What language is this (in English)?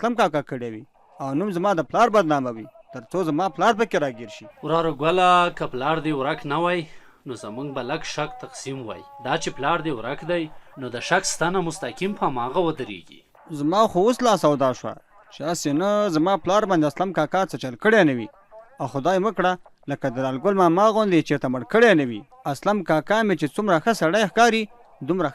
Pashto